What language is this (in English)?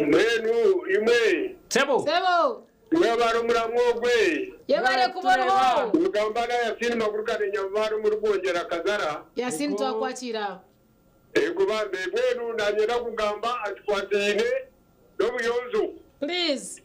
Nyankole